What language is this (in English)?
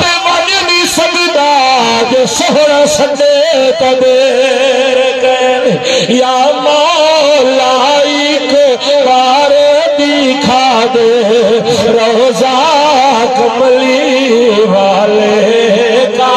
Saraiki